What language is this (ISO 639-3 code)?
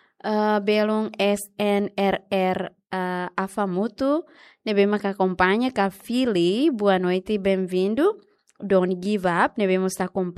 tet